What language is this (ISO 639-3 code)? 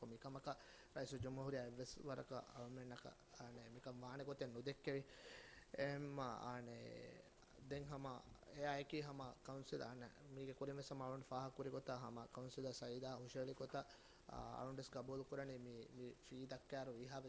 div